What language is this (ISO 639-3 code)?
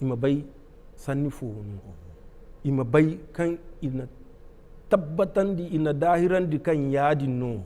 dje